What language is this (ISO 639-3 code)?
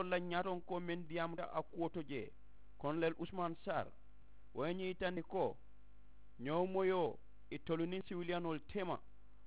man